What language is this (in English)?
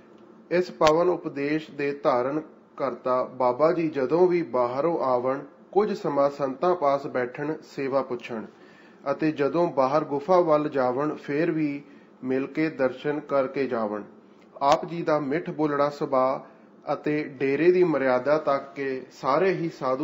Punjabi